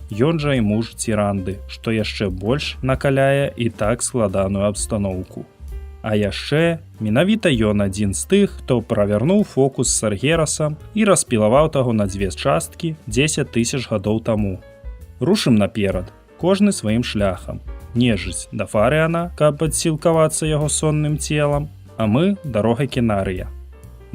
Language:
Belarusian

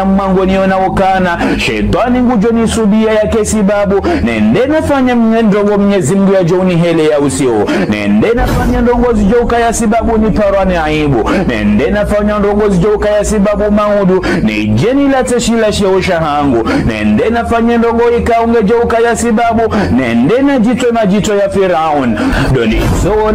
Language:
Ngazidja Comorian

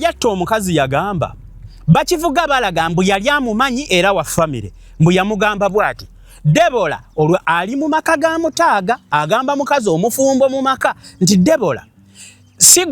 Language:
Ganda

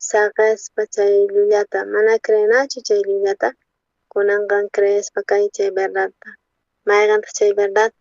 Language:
South Bolivian Quechua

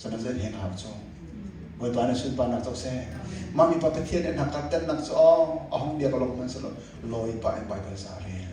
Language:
Hakha Chin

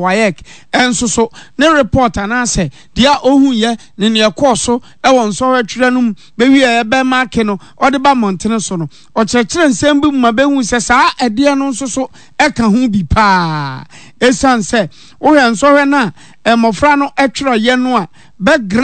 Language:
Akan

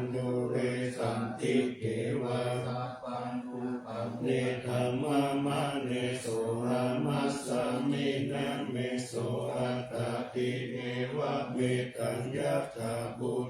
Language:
Pali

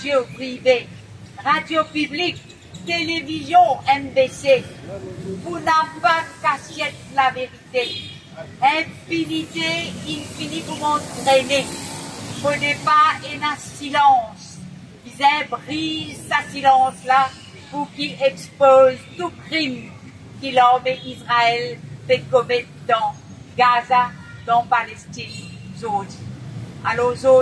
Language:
Morisyen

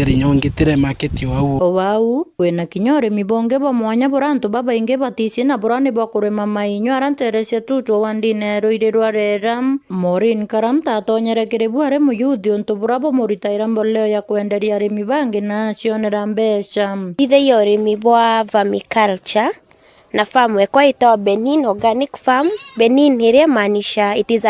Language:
Meru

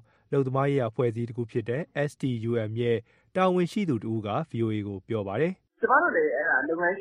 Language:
Burmese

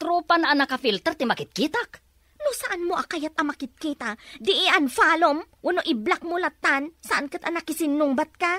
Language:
Iloko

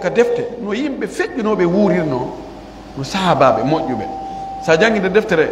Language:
Pular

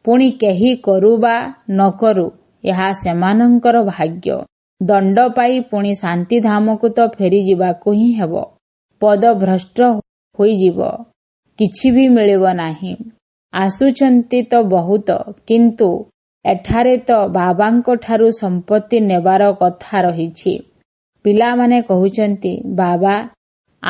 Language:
Odia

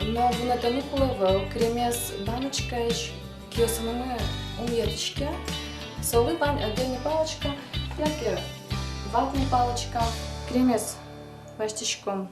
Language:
Udmurt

